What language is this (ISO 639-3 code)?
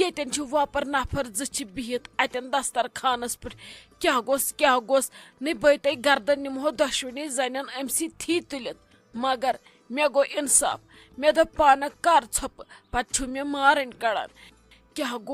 kas